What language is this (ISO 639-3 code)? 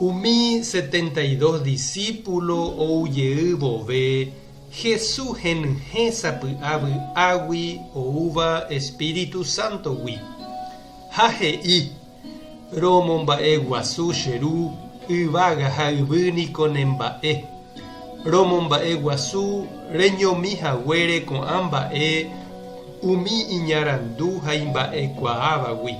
grn